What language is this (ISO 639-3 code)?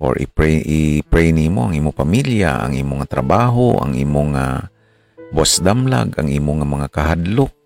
hil